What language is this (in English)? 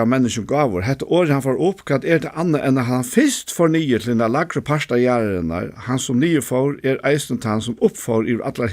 Faroese